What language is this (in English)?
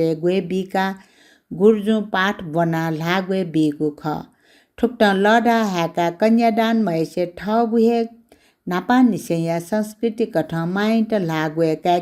Newari